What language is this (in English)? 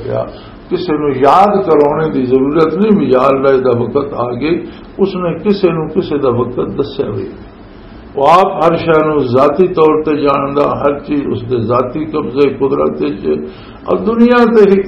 Western Panjabi